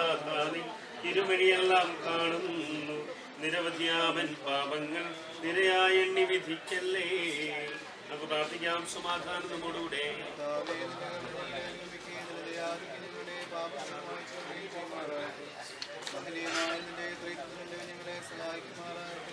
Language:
Malayalam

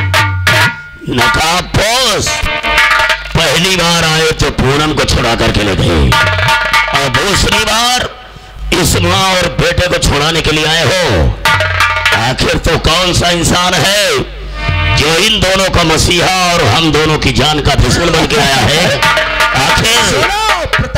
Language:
Hindi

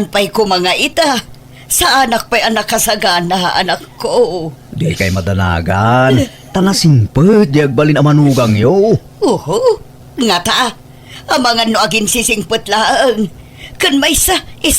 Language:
Iloko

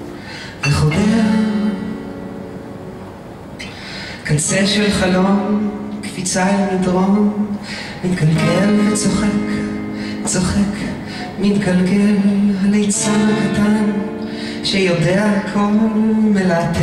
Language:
Hebrew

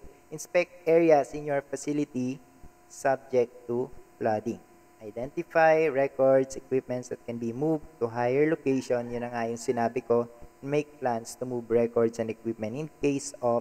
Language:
Filipino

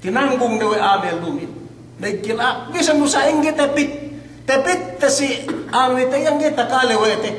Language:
Yakan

